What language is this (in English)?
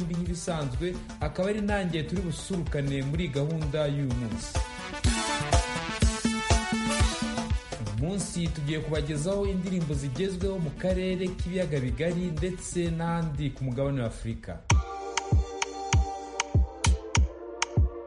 Kinyarwanda